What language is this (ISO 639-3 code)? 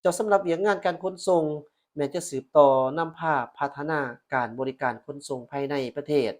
lao